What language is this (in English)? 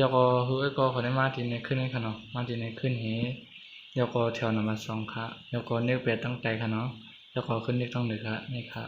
Shan